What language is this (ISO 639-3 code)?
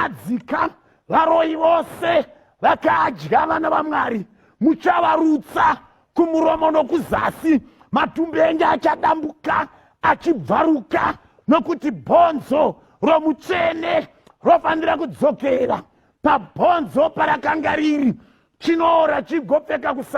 sna